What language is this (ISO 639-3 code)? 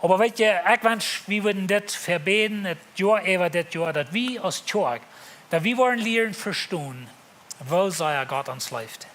pdt